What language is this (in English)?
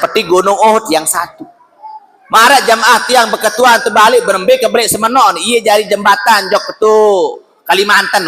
Sasak